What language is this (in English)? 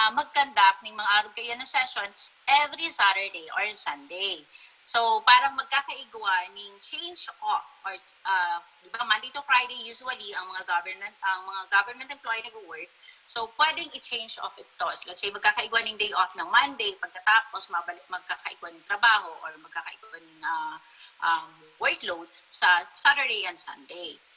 Bikol